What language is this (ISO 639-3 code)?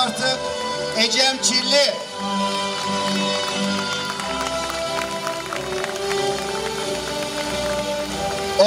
tur